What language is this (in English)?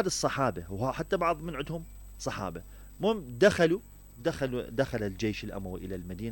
Mesopotamian Arabic